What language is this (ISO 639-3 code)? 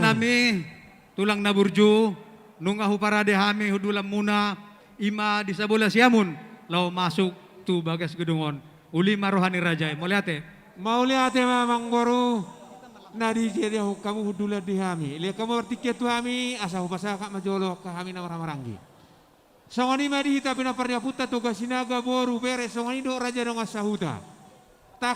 bbc